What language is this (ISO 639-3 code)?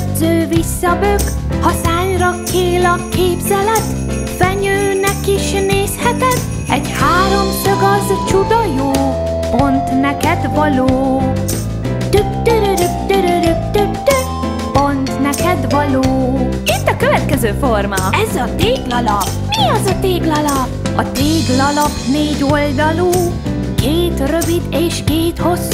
hun